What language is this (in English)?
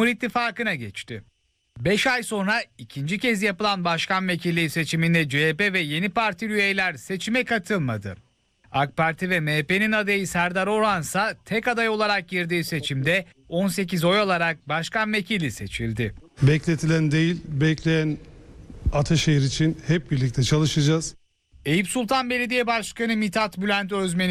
Turkish